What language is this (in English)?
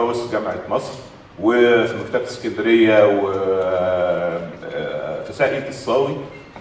Egyptian Arabic